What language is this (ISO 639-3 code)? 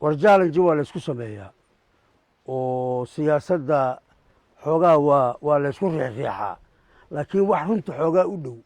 som